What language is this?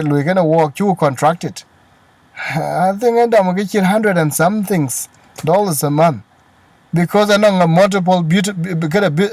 Dinka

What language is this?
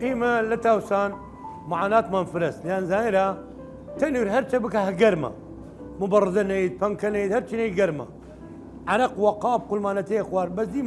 Southern Kurdish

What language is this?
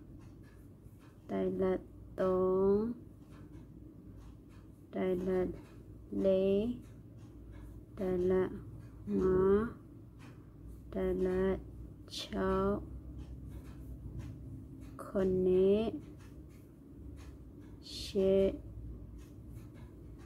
Burmese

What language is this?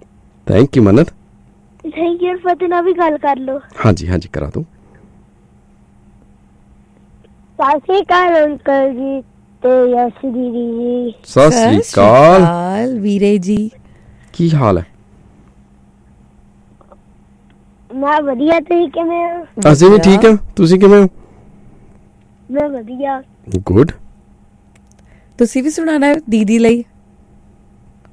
Punjabi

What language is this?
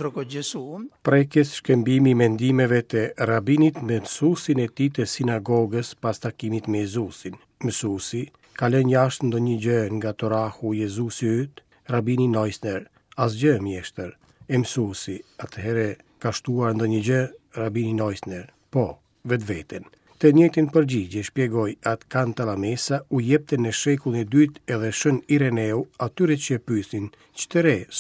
Albanian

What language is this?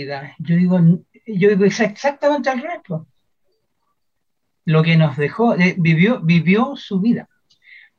Spanish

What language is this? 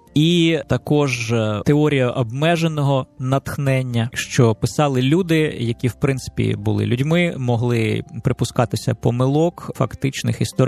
Ukrainian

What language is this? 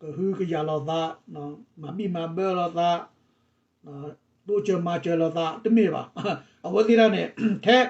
S'gaw Karen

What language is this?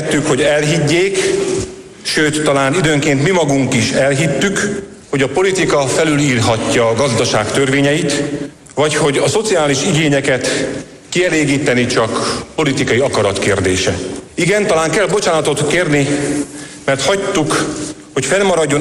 Hungarian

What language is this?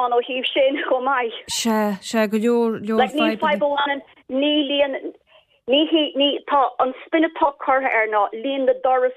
Irish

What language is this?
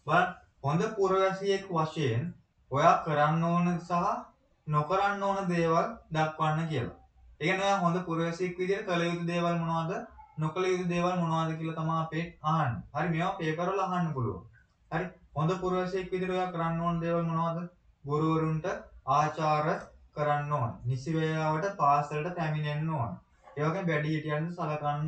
Sinhala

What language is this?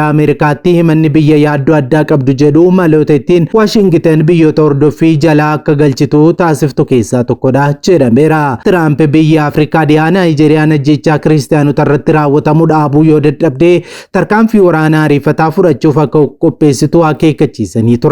Oromo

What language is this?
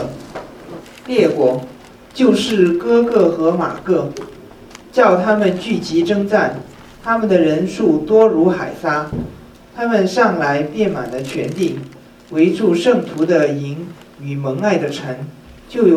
Chinese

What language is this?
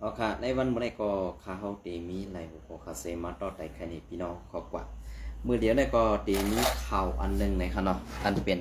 Shan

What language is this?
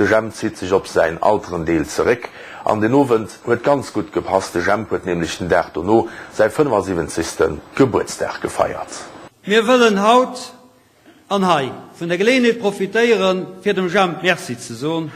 Luxembourgish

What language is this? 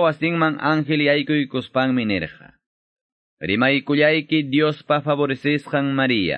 Quechua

